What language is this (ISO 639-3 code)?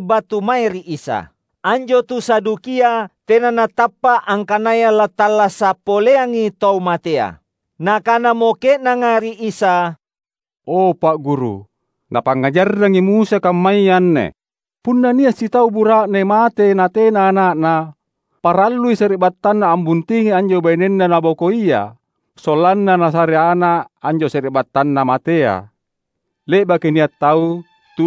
mak